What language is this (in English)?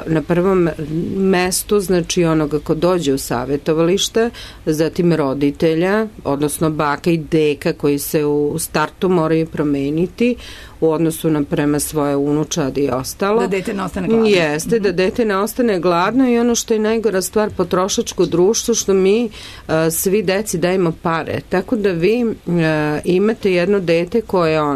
Serbian